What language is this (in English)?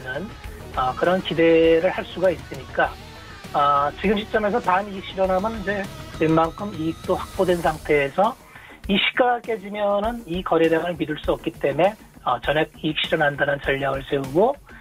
Korean